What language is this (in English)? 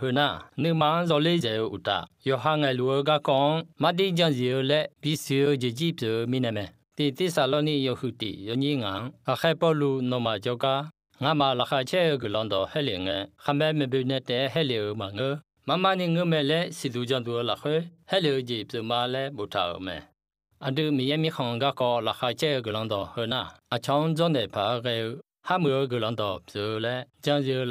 Akha